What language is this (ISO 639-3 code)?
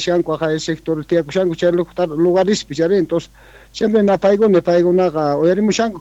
quh